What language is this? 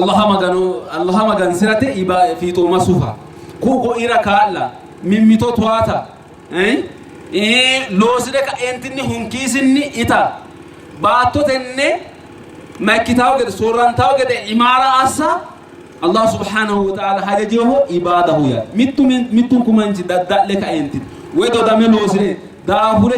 Sidamo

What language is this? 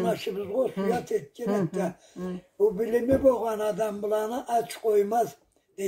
Karachay-Balkar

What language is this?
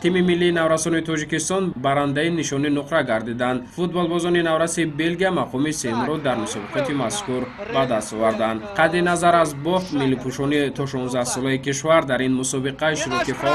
Tajik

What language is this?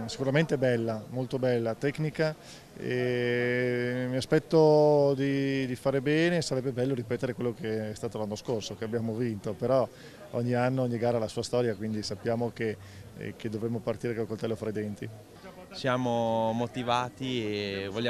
Italian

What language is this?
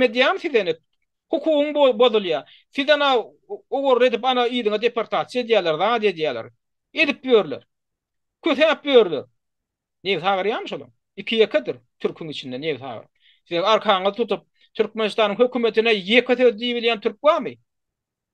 Turkmen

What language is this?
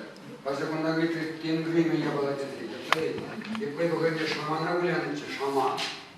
Chuvash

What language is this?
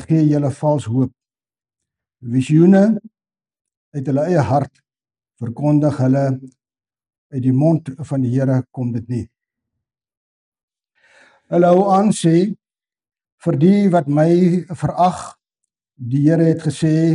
Afrikaans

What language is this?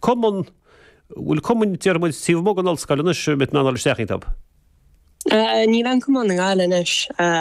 Irish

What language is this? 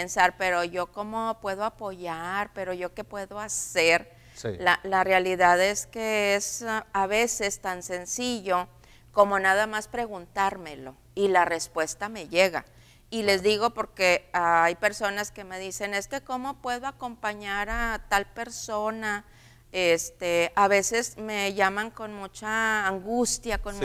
Spanish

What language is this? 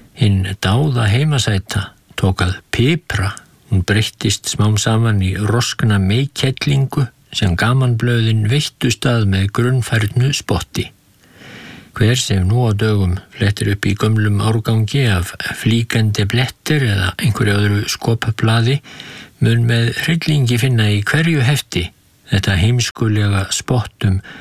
Icelandic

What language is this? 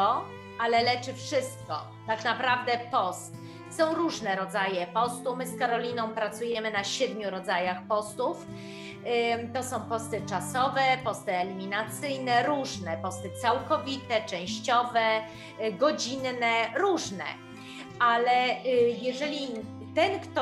Polish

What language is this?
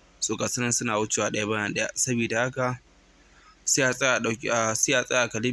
Hausa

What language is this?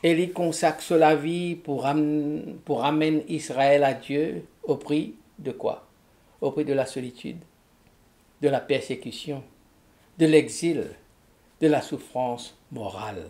Morisyen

